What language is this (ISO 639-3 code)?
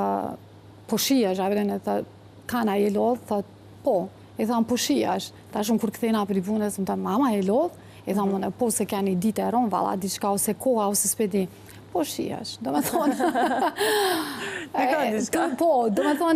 sqi